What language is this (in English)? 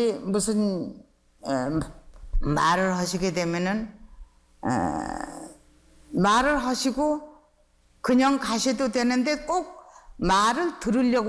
Korean